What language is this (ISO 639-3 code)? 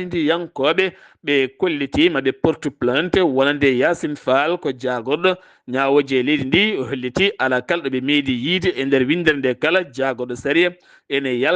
ful